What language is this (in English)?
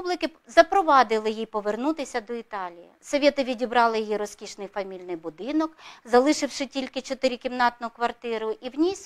Ukrainian